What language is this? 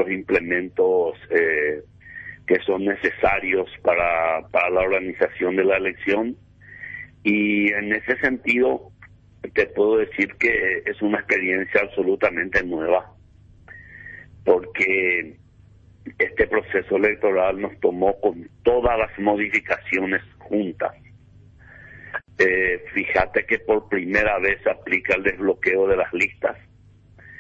Spanish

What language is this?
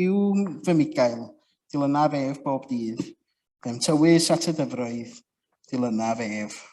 Welsh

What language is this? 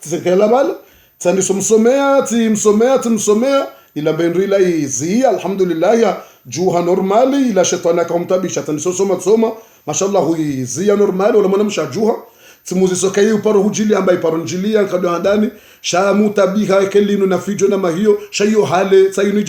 Ngazidja Comorian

